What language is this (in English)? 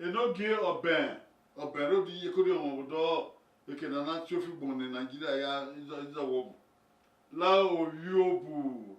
Bini